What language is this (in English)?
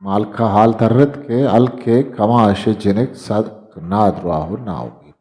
Eastern Balochi